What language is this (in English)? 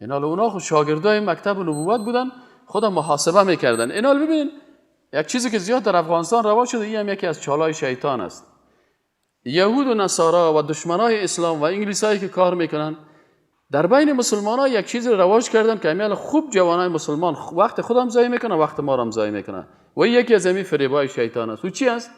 Persian